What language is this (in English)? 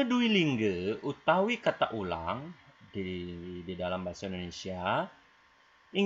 Balinese